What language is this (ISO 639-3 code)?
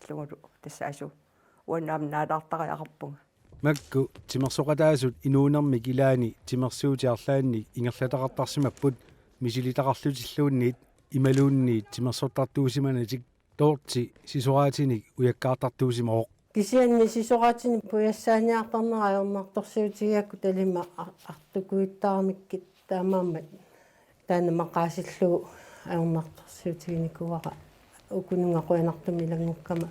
kal